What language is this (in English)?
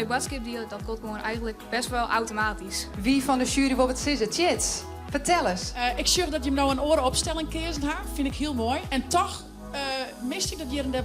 Western Frisian